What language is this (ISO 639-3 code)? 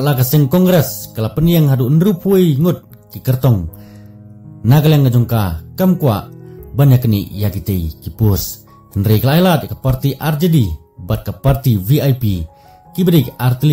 kha